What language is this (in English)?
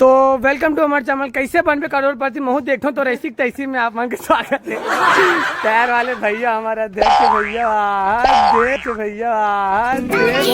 Chhattisgarhi